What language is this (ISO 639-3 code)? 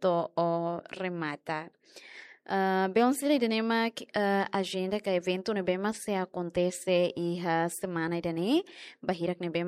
tet